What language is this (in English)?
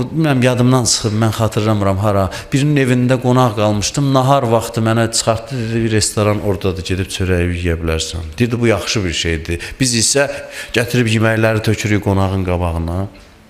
Azerbaijani